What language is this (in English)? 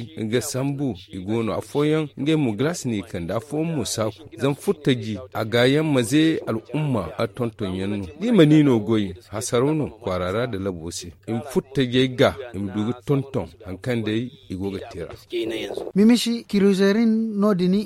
Zarma